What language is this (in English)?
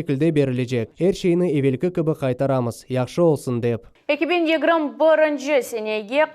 Crimean Tatar